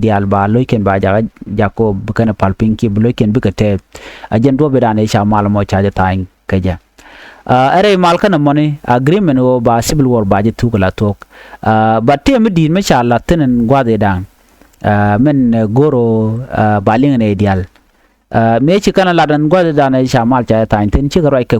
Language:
Nuer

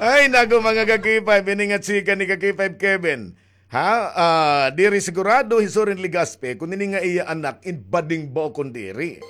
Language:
Waray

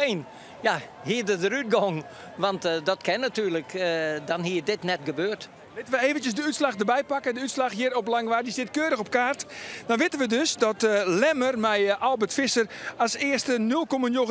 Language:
Western Frisian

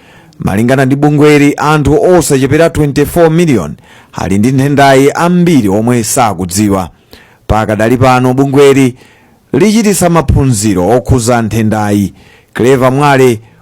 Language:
Nyanja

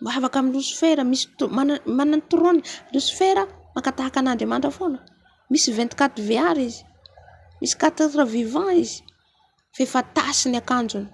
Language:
Malagasy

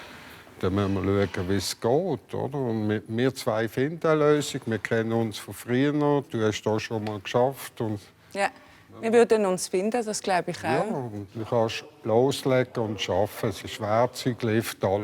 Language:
Swiss German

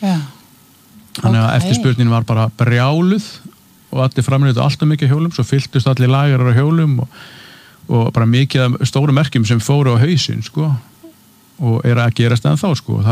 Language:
Icelandic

